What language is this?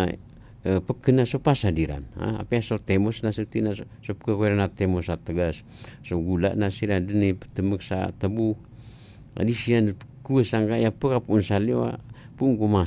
Maranao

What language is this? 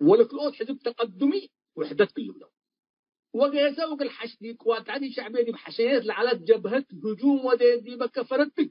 Tigre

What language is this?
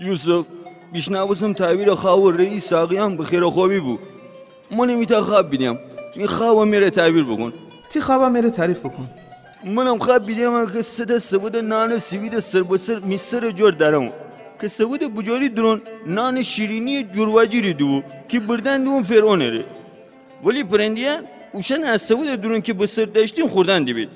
Gilaki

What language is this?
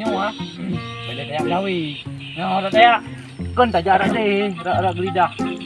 Achinese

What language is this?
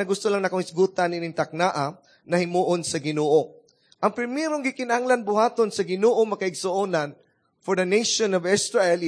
Cebuano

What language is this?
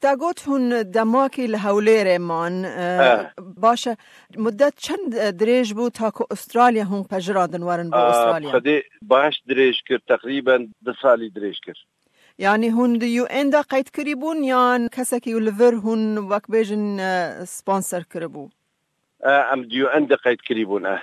Kurdish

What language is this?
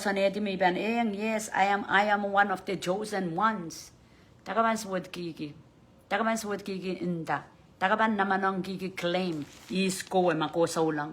Pohnpeian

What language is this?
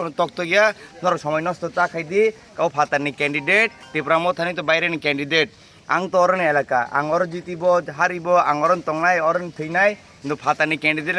Kok Borok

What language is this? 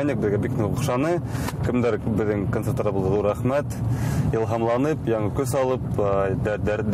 Bashkir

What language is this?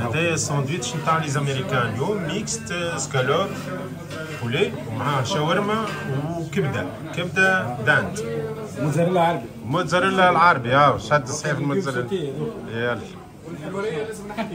Tunisian Arabic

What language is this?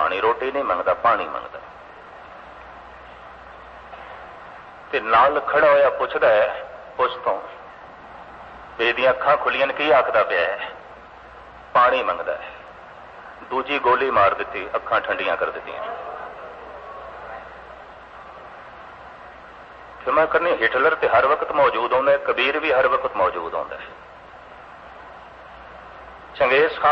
Punjabi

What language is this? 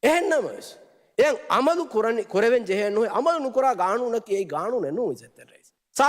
Divehi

